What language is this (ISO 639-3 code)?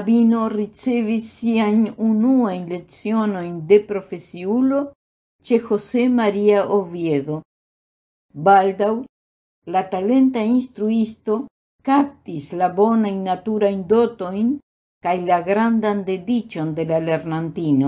epo